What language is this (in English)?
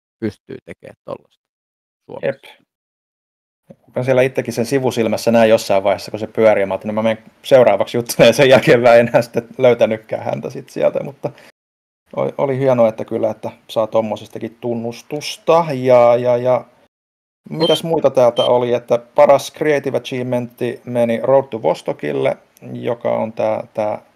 Finnish